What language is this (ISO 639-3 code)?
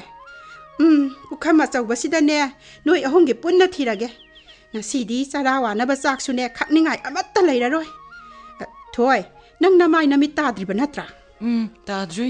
mni